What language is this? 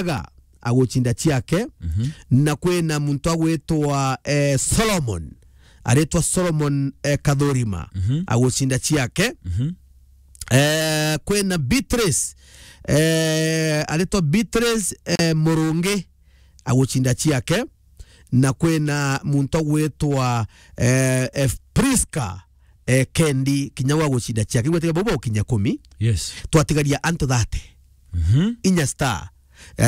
Meru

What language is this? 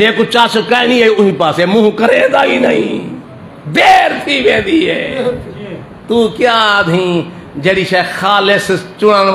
Saraiki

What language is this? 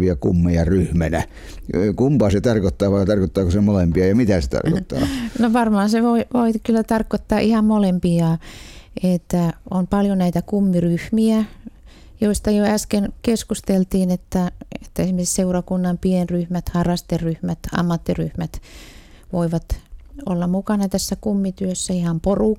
Finnish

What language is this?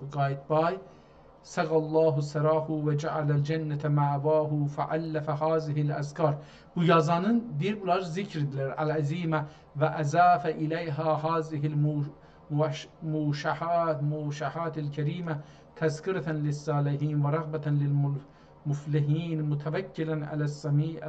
South Azerbaijani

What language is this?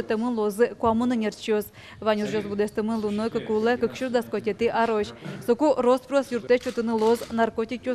Udmurt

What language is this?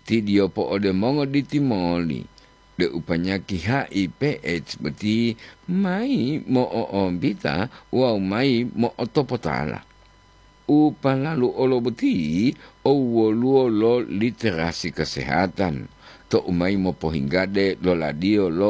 Gorontalo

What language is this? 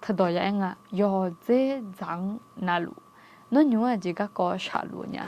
Akha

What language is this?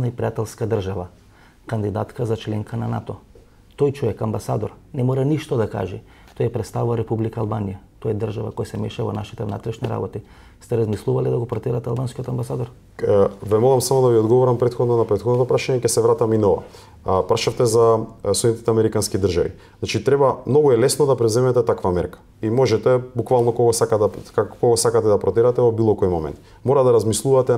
Macedonian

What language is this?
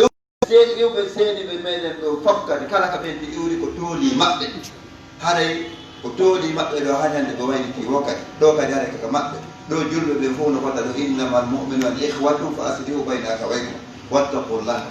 Pular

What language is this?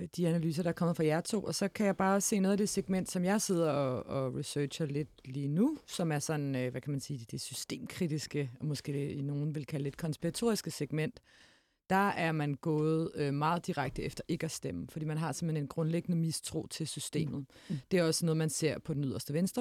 Danish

